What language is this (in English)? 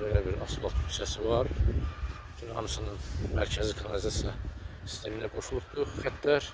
Azerbaijani